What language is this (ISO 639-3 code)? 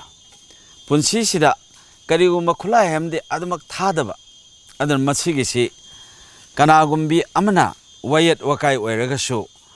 mni